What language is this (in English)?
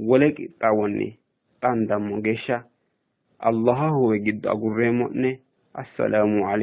Sidamo